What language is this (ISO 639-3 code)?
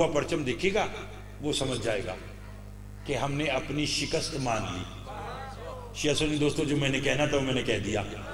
hin